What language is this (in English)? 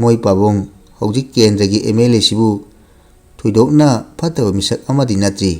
Manipuri